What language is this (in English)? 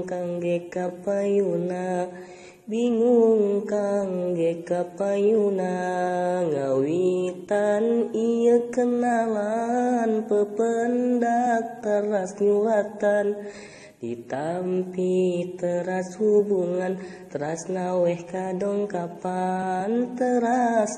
Sundanese